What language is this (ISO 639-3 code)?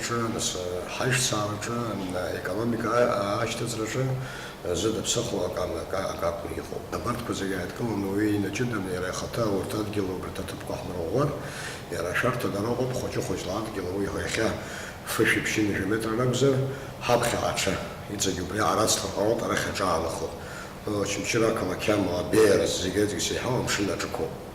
abk